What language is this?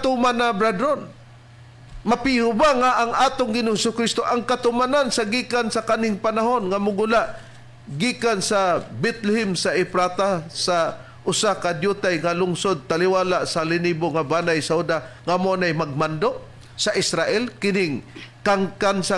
Cebuano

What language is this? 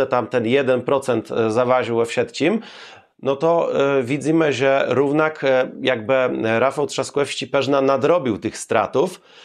Kashubian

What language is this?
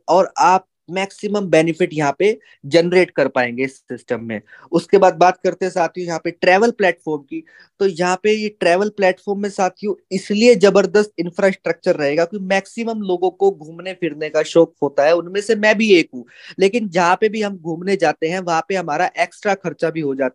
Hindi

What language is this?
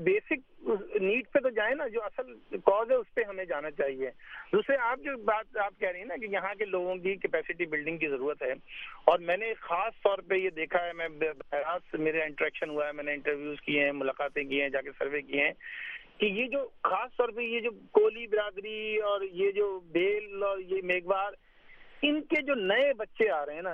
Urdu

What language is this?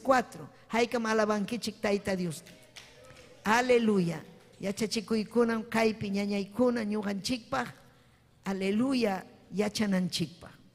Ayacucho Quechua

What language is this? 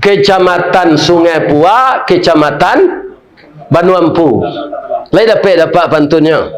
Minangkabau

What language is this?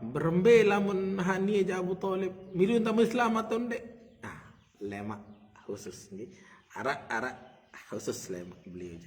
Sasak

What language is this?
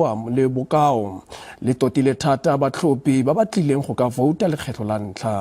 Tswana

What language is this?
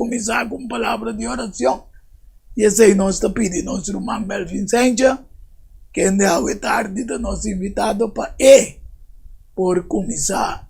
Papiamento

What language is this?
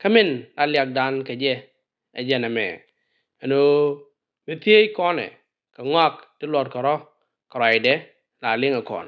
Nuer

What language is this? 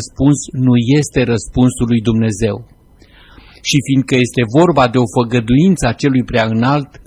Romanian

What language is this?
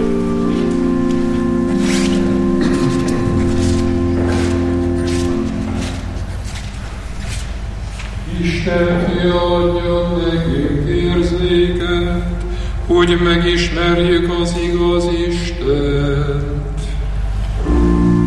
Hungarian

